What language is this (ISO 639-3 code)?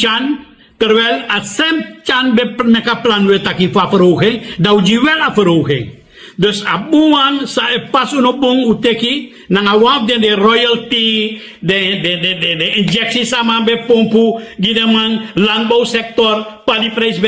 srn